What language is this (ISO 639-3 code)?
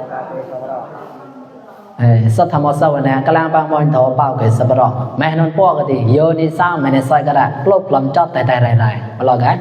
mnw